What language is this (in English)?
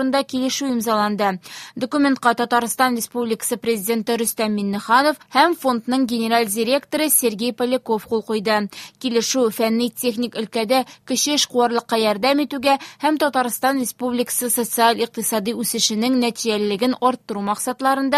Tatar